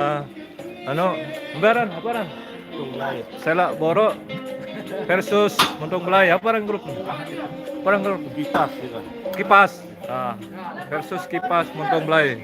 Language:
Sasak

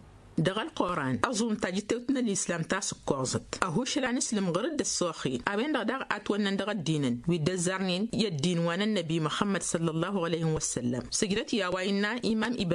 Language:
Tamasheq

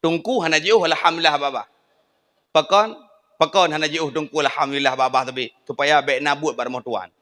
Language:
Achinese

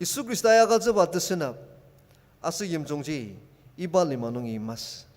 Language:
Ao Naga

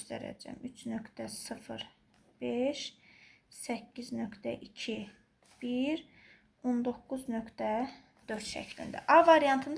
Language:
Azerbaijani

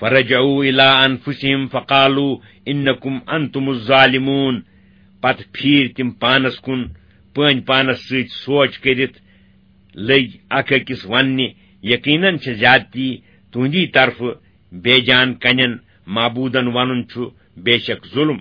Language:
Kashmiri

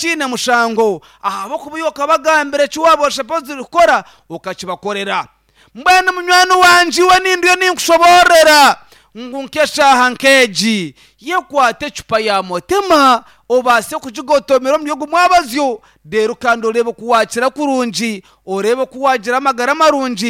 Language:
Nyankole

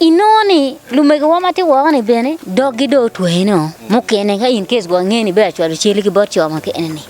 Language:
Acoli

